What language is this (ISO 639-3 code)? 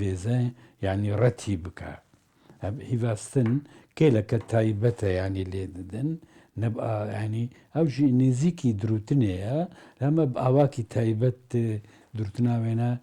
kur